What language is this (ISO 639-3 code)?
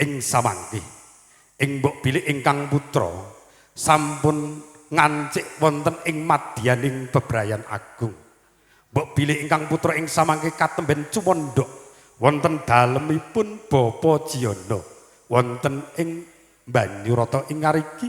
jav